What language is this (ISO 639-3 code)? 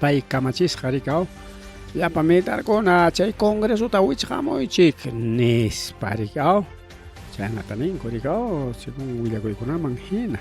quy